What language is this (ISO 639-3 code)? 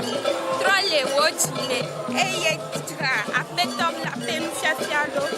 ewe